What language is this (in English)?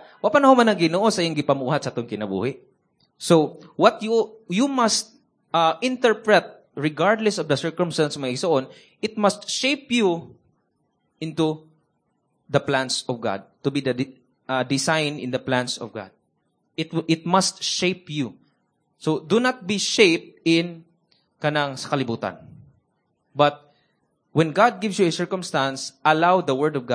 Cebuano